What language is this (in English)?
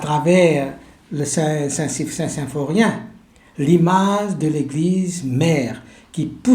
Morisyen